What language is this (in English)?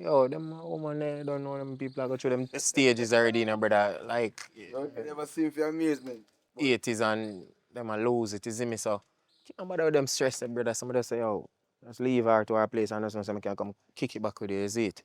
Jamaican Creole English